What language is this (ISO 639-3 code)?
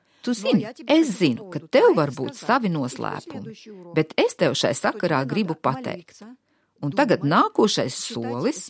lav